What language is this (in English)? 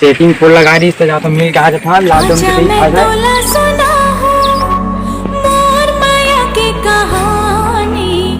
Chhattisgarhi